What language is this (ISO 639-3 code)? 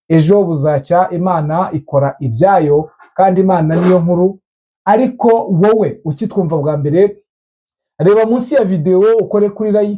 kin